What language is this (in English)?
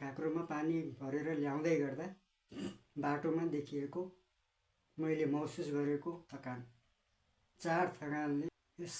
Nepali